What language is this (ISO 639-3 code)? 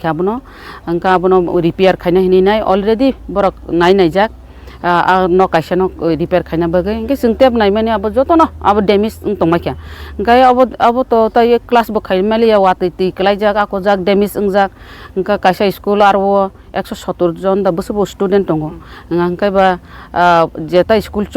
trp